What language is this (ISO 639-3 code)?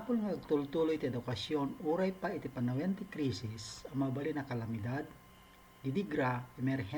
ilo